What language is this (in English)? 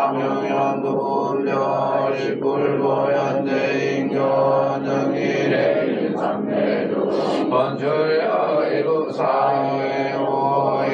Korean